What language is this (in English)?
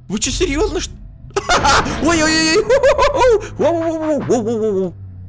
Russian